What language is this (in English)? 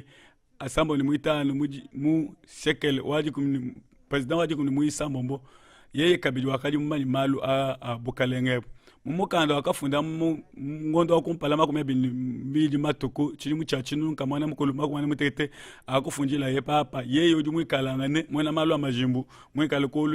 Luba-Lulua